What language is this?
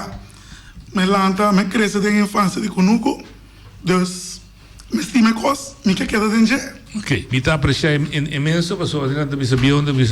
Papiamento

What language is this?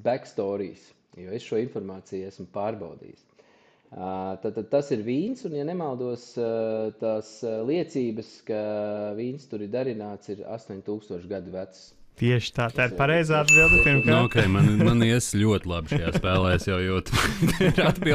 Latvian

